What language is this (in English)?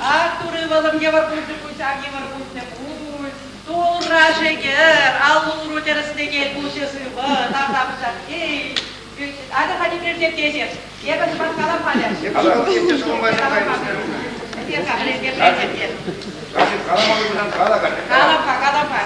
Chuvash